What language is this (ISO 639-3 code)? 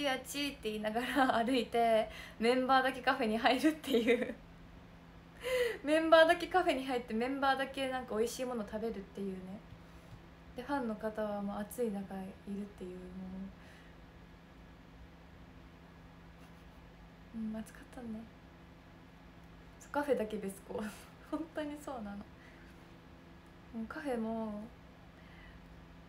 jpn